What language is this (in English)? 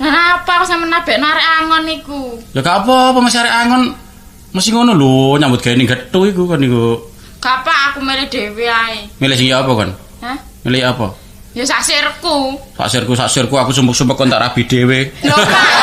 Javanese